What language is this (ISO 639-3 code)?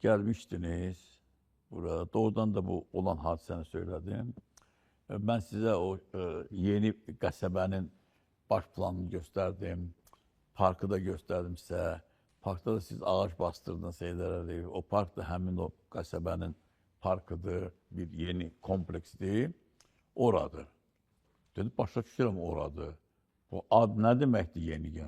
aze